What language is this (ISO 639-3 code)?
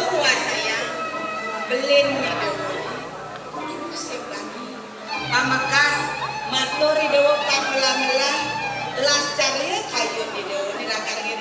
ban